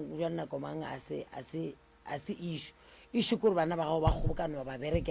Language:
Northern Sotho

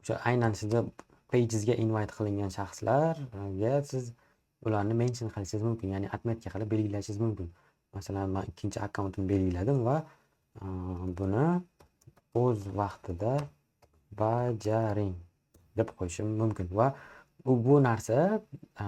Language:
Uzbek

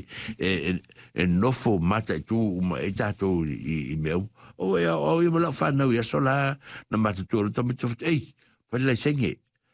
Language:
Samoan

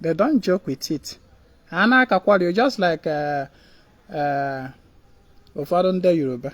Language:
Igbo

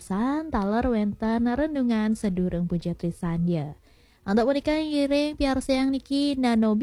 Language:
Balinese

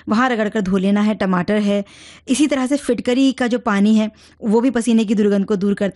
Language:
Hindi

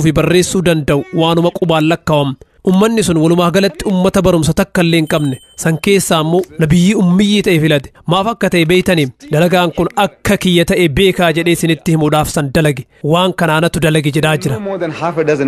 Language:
Oromo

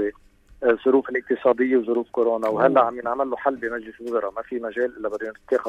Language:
North Levantine Arabic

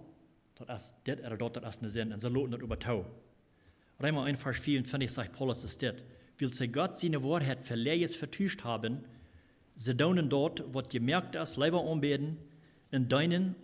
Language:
Plautdietsch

